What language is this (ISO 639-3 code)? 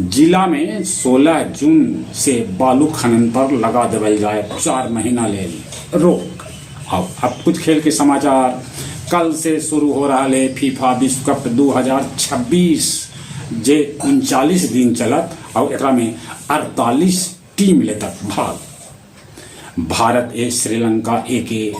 mag